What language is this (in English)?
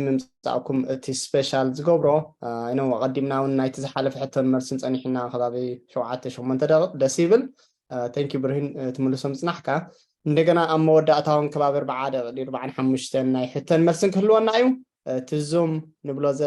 Tigrinya